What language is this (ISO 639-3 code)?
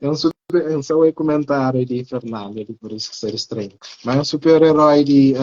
kea